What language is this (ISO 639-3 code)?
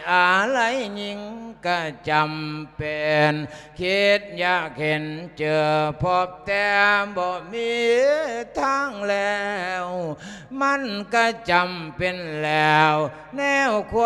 lao